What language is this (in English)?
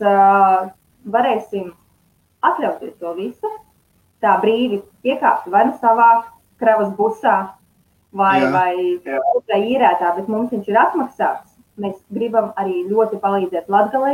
Latvian